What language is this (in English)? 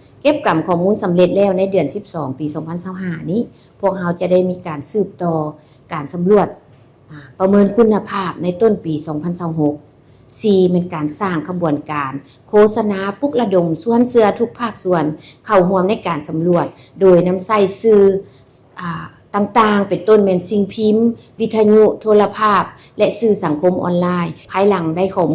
Lao